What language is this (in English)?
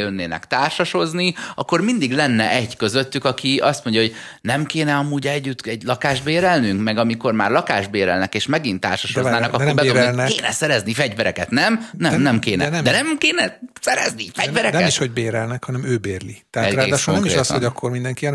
Hungarian